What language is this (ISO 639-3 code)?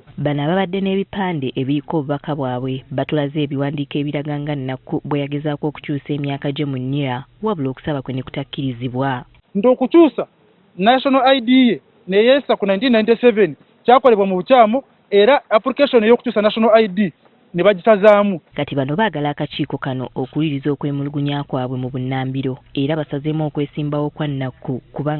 lug